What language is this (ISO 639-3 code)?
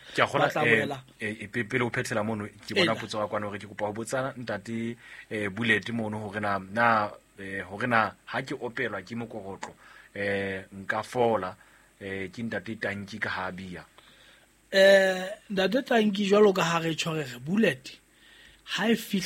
sot